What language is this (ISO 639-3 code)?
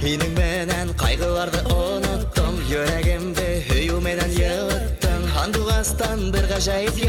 bak